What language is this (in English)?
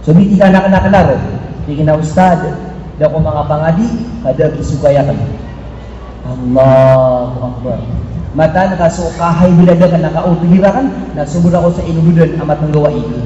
Maranao